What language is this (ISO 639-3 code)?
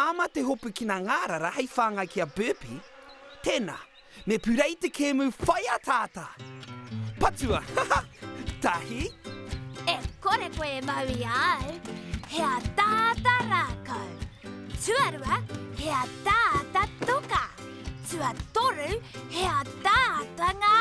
mri